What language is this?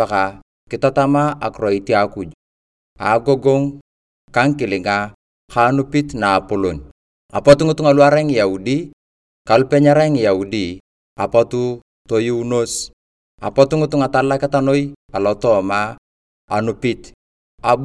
Turkana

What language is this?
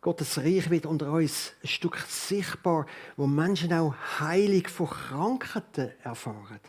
Swiss German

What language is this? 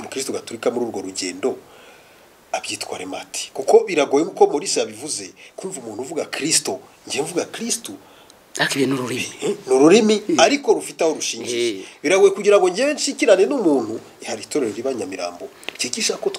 Kinyarwanda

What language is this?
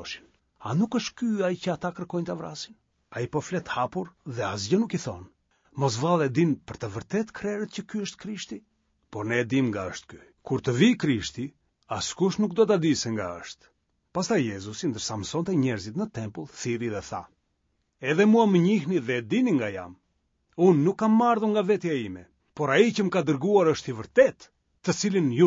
Albanian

